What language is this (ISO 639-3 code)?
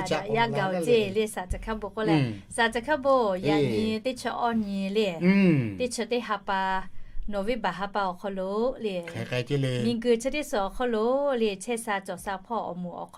lhu